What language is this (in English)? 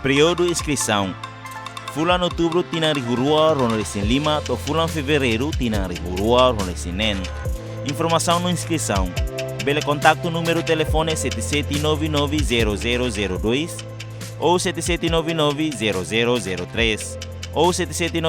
Tetum